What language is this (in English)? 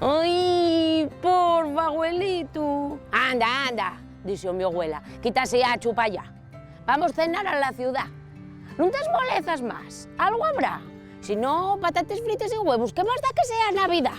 Asturian